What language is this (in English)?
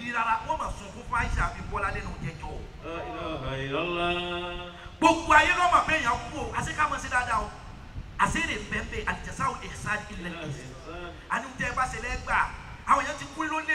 Yoruba